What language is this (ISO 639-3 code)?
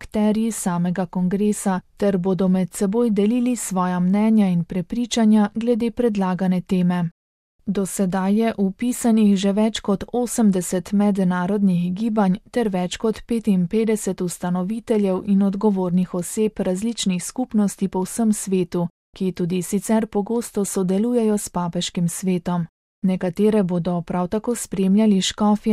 slv